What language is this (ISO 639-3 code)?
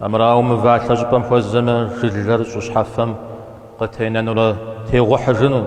kbd